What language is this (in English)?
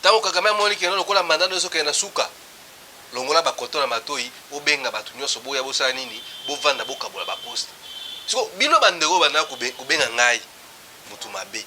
Lingala